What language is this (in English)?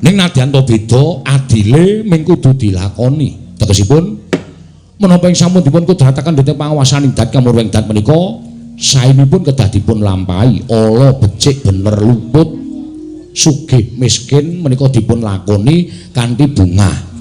Javanese